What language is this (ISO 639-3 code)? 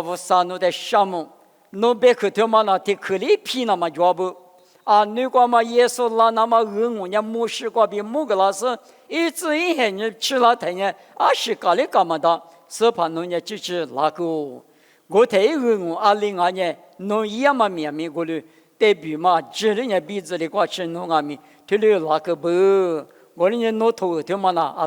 lis